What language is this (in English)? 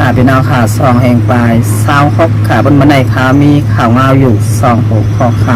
Shan